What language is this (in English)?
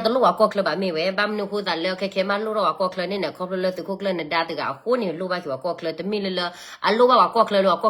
S'gaw Karen